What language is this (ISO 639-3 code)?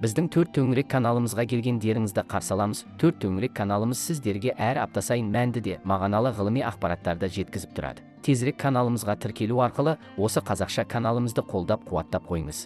kaz